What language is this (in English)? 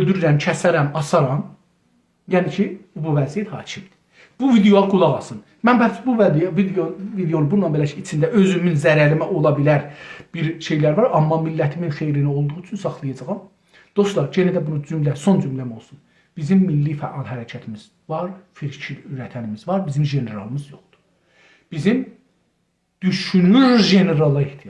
South Azerbaijani